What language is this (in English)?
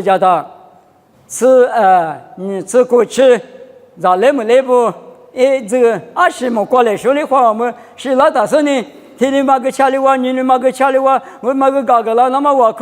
Lisu